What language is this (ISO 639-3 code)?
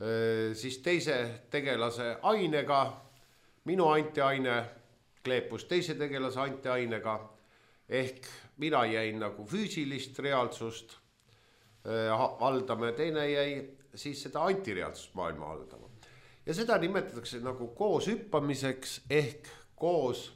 est